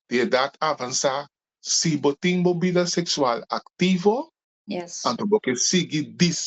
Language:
Papiamento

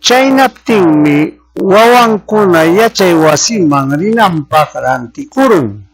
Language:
Ayacucho Quechua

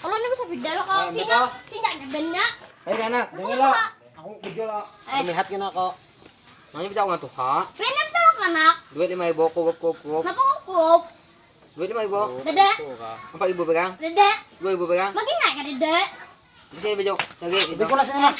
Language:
Banjar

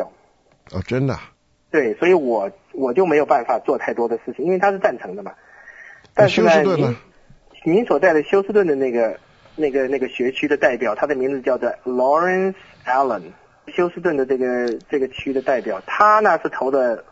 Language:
Chinese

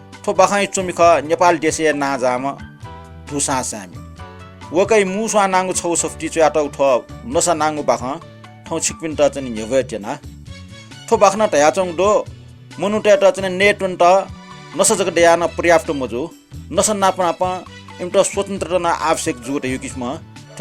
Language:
Newari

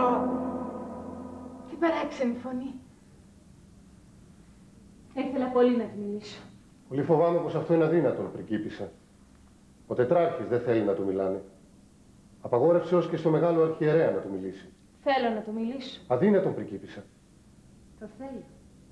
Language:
Greek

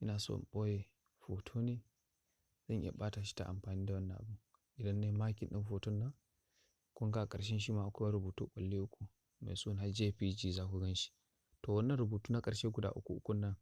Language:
Hausa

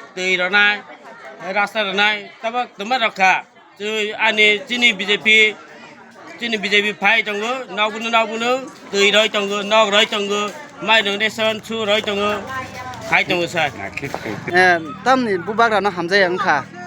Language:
Riang (India)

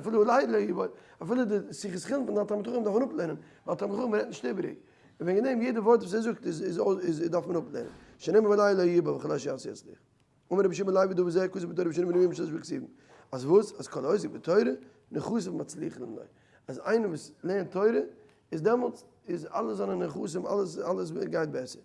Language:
Yiddish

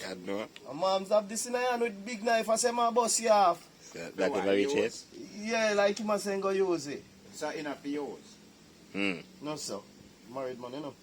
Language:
Jamaican Creole English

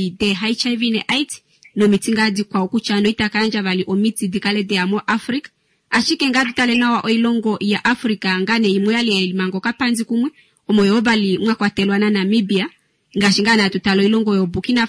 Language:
Kuanyama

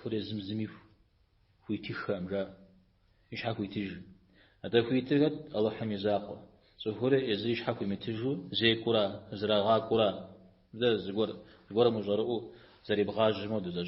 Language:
Kabardian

